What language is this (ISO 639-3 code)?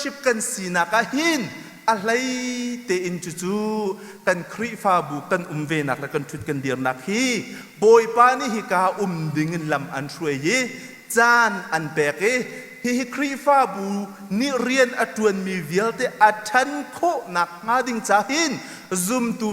cnh